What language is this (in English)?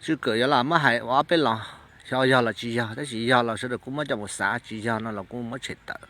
Hmong